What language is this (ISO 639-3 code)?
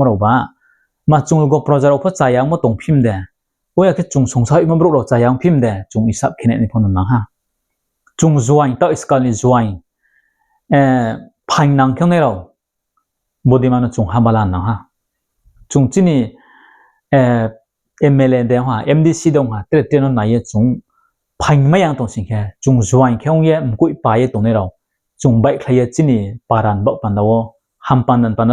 ria